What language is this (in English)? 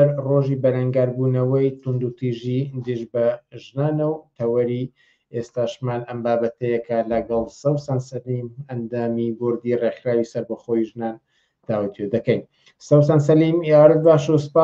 Central Kurdish